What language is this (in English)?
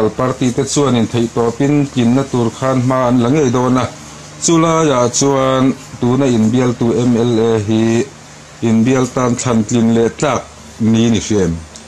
Mizo